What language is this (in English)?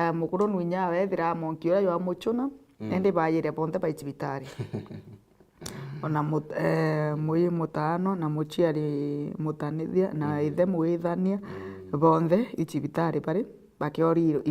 Meru